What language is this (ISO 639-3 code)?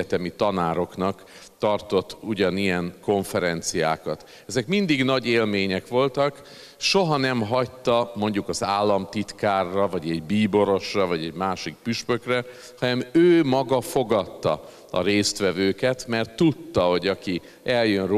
hun